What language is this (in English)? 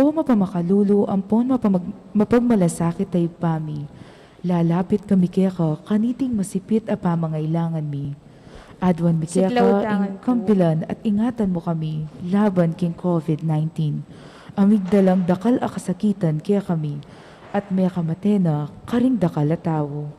Pampanga